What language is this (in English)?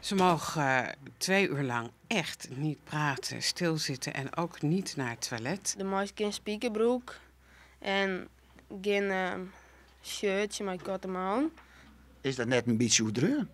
Western Frisian